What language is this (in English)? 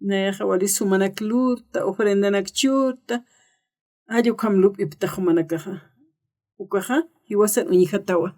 Aymara